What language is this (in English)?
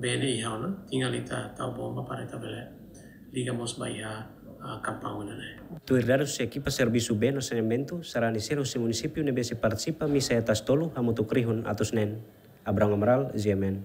Tetum